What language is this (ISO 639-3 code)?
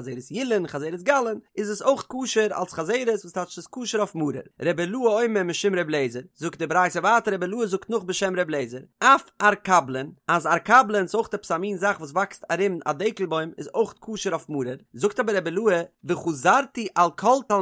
yid